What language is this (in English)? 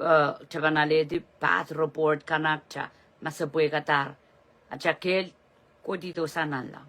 Pohnpeian